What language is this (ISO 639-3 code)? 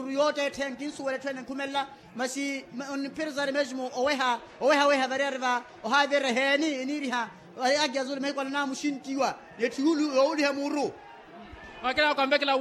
vmw